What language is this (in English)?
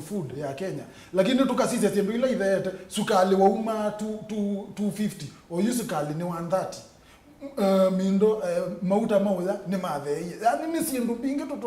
Kamba